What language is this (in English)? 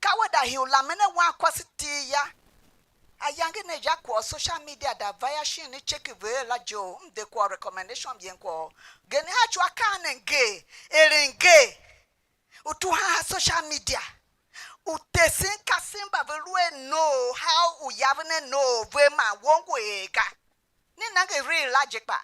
Tiv